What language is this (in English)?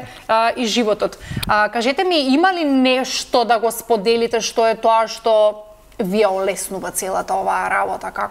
Macedonian